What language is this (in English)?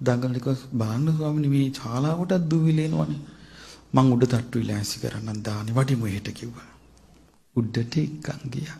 Sinhala